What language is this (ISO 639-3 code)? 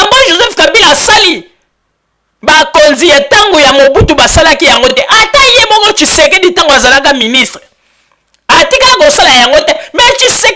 lin